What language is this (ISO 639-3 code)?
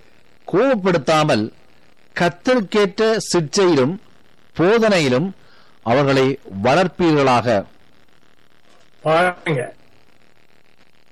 tam